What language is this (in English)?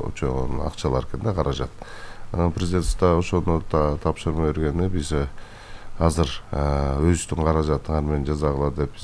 Kyrgyz